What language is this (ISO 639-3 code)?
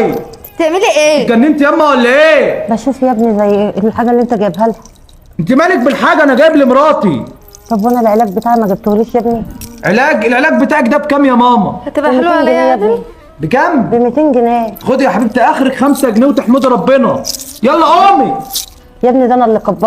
arz